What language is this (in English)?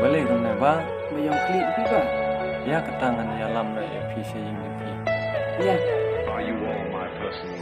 Khasi